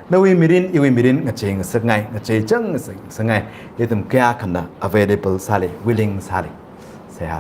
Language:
Tangkhul Naga (India)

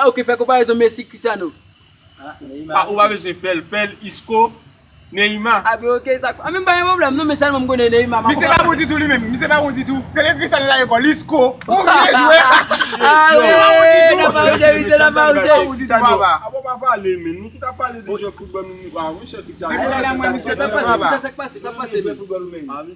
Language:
Haitian Creole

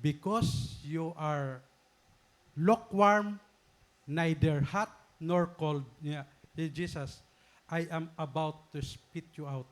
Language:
Waray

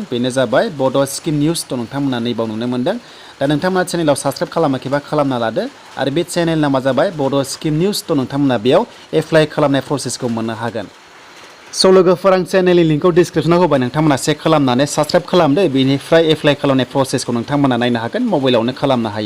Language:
Bodo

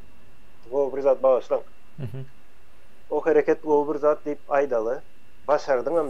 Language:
Turkmen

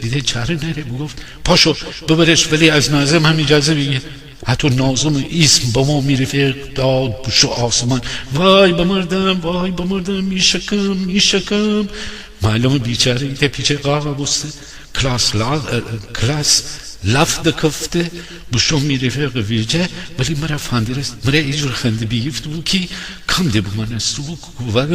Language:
Gilaki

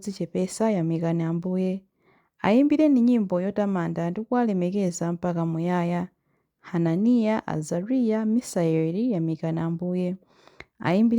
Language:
Nyanja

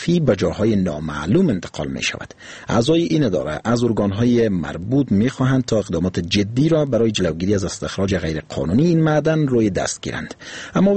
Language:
Persian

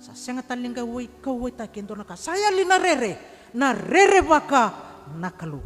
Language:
Fijian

